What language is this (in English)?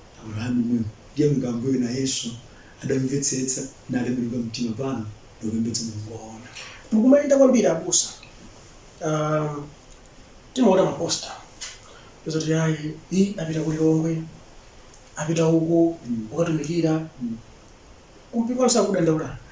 Nyanja